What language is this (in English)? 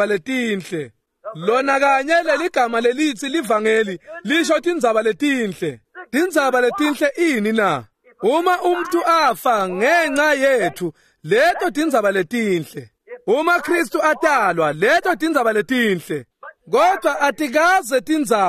Swati